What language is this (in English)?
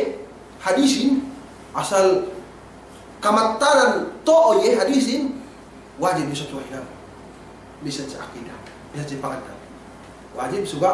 Yakan